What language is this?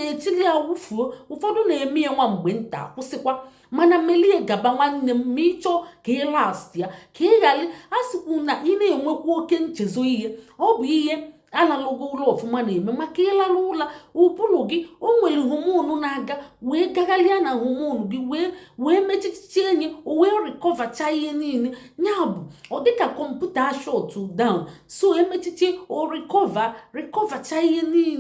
Igbo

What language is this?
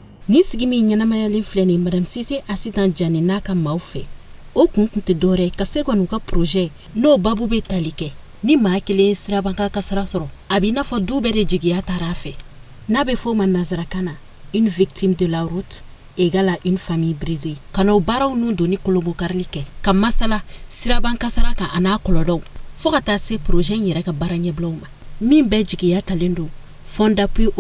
Bambara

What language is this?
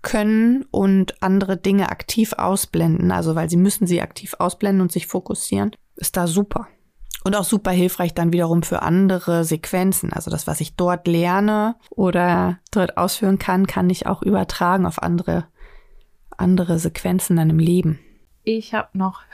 German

